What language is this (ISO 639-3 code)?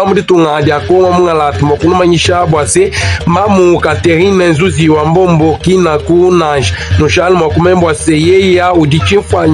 lua